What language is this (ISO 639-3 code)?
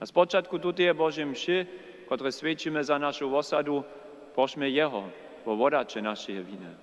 hsb